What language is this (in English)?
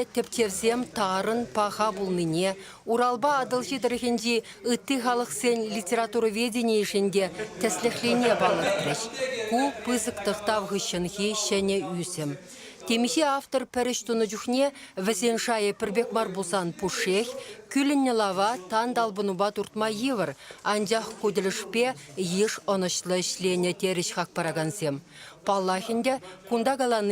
Chuvash